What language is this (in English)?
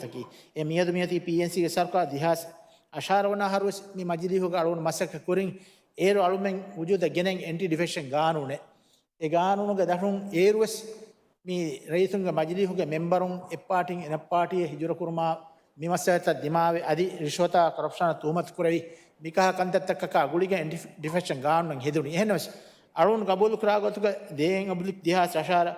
Divehi